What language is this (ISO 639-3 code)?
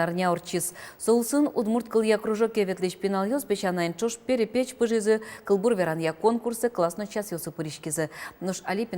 udm